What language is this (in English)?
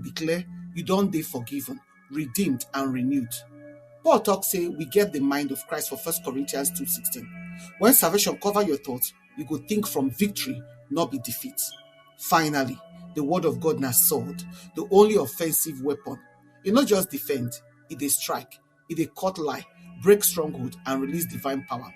Nigerian Pidgin